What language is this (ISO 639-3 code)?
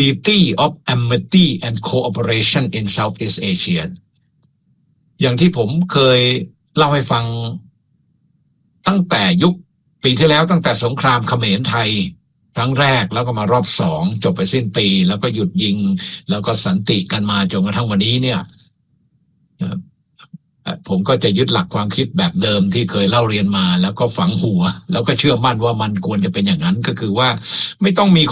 tha